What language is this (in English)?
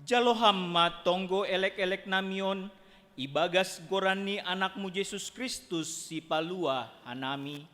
Batak Simalungun